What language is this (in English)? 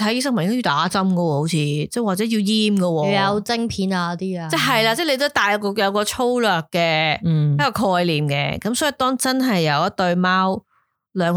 Cantonese